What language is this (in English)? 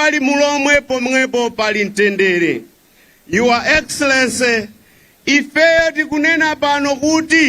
Nyanja